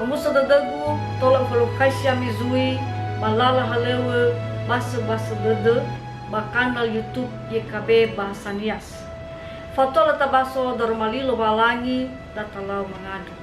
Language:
Nias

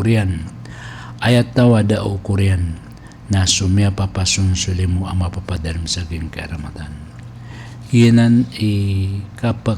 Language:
Maranao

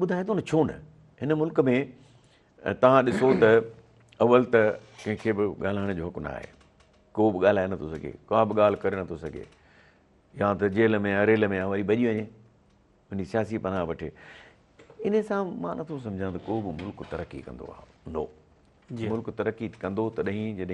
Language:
Sindhi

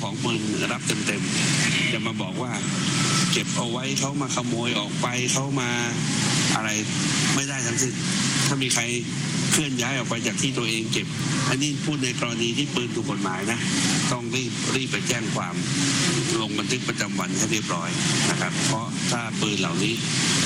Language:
Thai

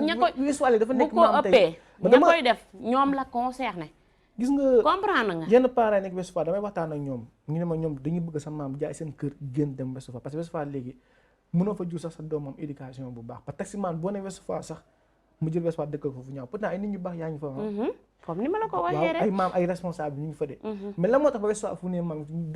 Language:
Wolof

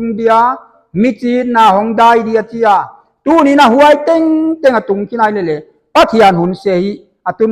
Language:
Paite Chin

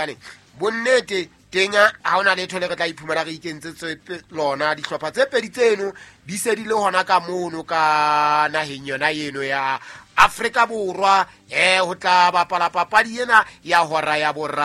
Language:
Southern Sotho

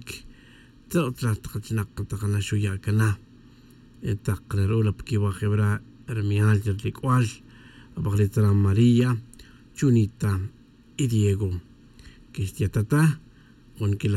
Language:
Kaqchikel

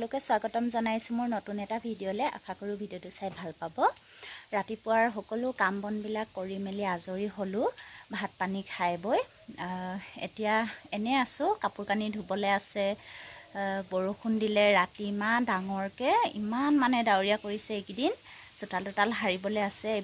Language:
Assamese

